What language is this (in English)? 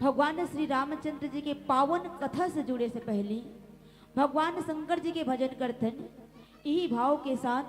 Chhattisgarhi